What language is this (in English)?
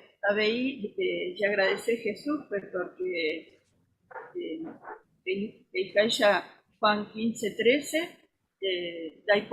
Guarani